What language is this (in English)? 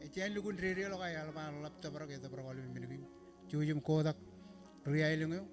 Marshallese